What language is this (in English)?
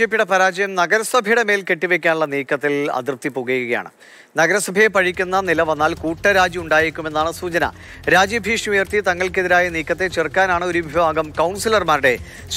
Malayalam